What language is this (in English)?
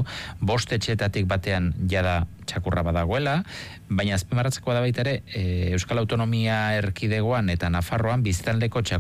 Basque